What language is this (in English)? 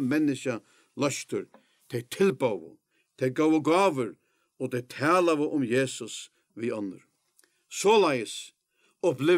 Faroese